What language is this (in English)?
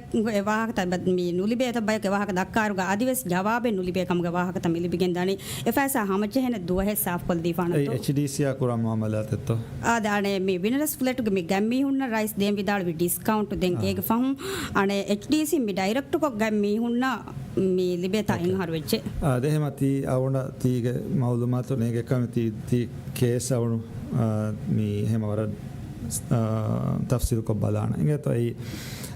Divehi